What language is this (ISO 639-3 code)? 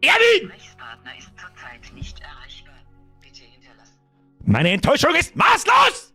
bar